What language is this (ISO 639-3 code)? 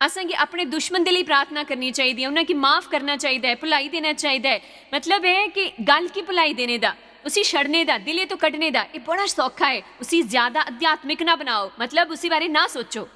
doi